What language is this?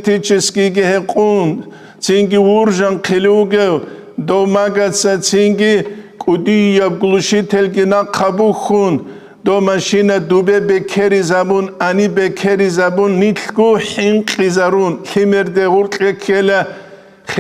Avaric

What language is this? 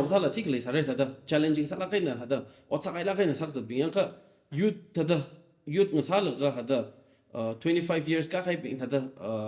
Tangkhul Naga (India)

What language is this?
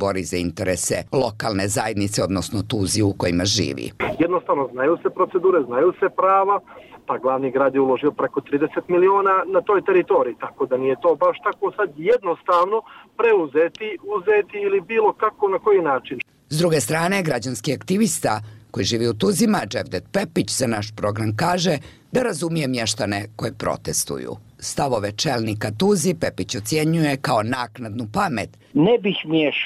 Bosnian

